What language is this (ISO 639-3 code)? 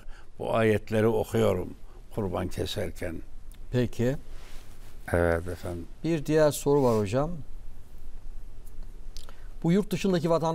tur